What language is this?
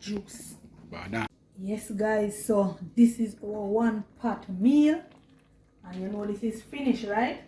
Jamaican Creole English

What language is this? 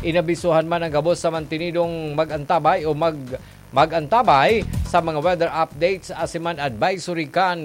Bikol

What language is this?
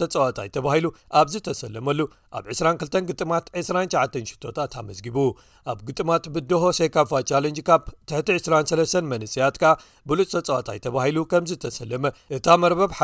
Tigrinya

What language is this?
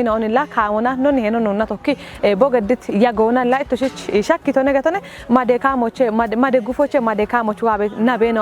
Kafa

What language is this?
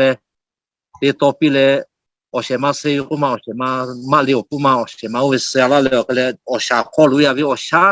Lahu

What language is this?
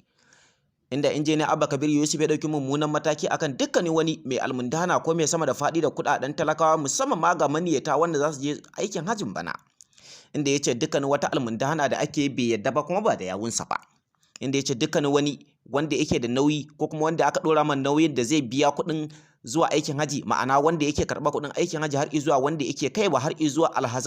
Hausa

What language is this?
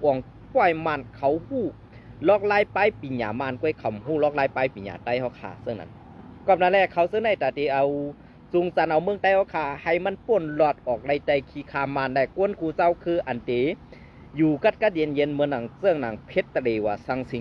Shan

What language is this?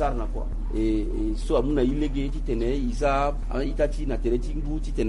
Sango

